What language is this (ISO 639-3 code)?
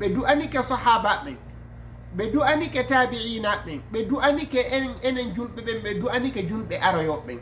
ful